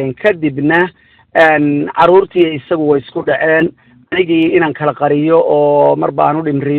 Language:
Somali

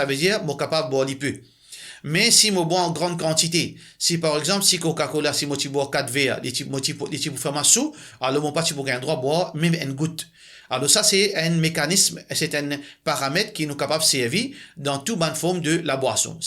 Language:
Morisyen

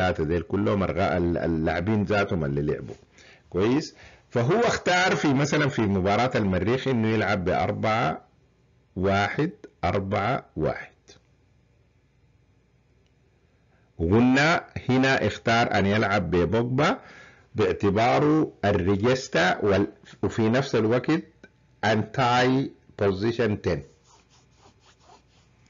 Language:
Sudanese Arabic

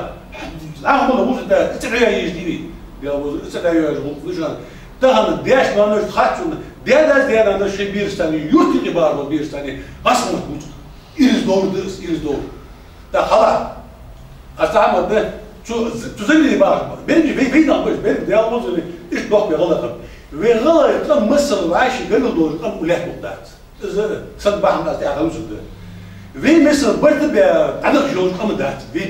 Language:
Ingush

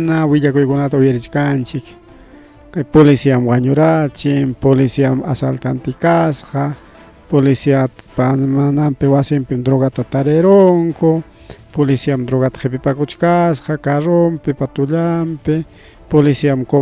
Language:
Ayacucho Quechua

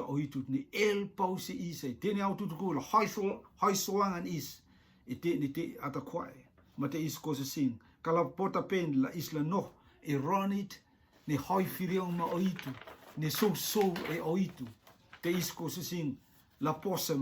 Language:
Rotuman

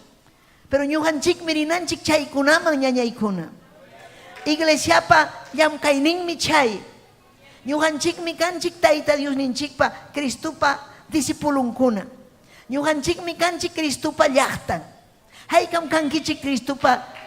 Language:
Ayacucho Quechua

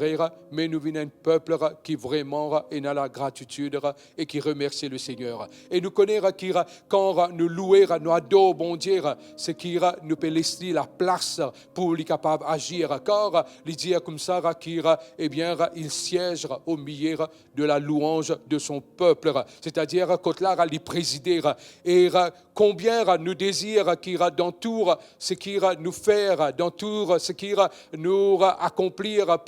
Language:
Morisyen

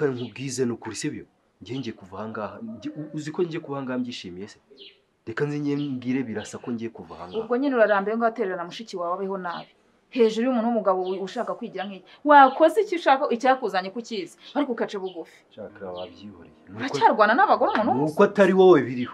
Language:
Kinyarwanda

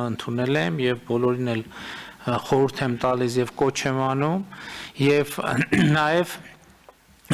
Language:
Armenian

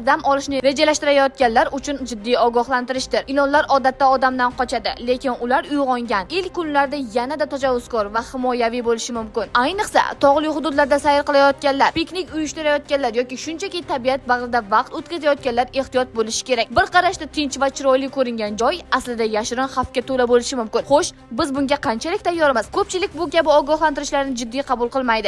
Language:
Uzbek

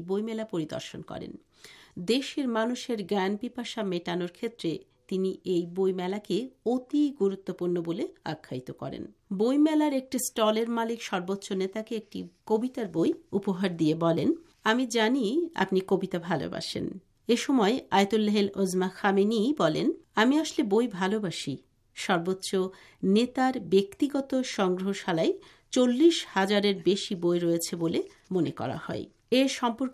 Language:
Bangla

